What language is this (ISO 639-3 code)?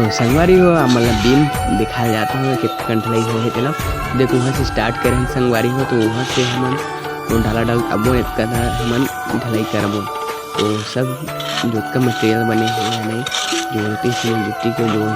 hne